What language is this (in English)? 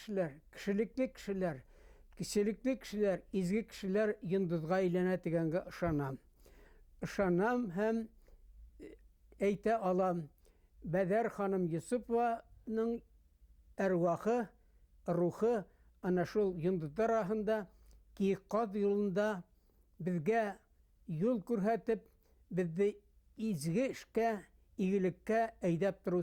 Bashkir